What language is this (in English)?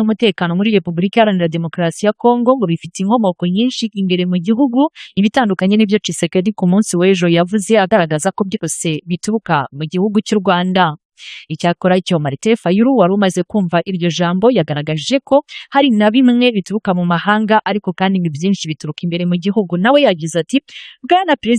Kinyarwanda